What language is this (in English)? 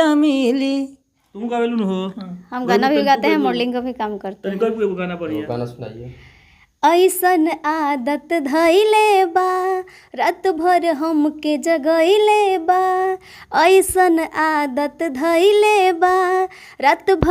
Bhojpuri